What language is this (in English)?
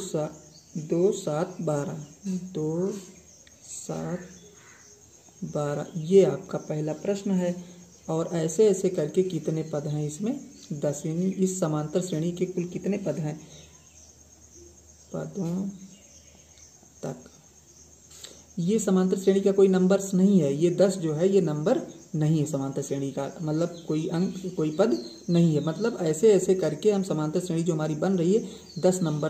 Hindi